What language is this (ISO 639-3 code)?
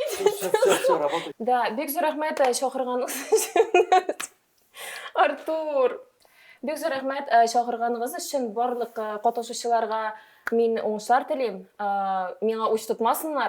tat